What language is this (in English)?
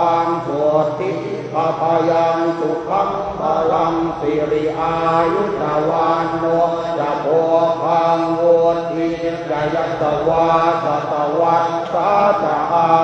Pali